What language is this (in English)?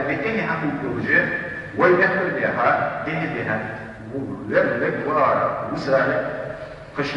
Ingush